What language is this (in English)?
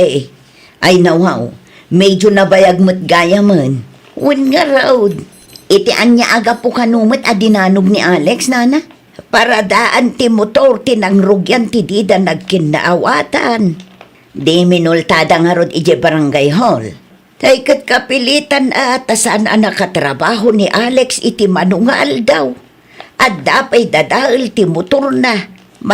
Iloko